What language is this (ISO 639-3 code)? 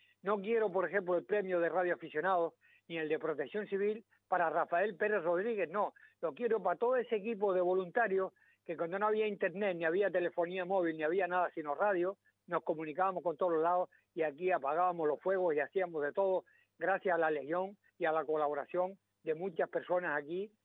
spa